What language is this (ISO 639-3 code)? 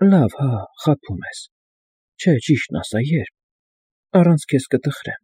hye